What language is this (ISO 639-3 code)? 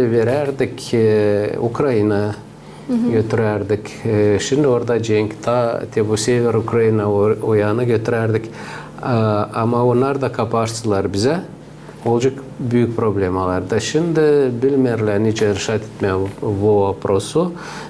gag